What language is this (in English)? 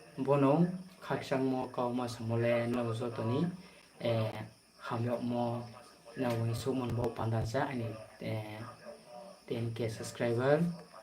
Riang (India)